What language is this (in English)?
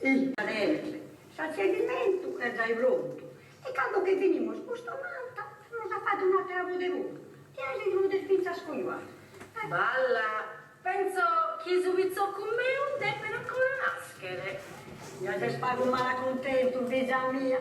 Sardinian